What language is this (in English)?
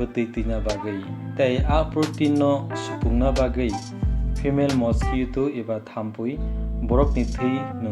Kok Borok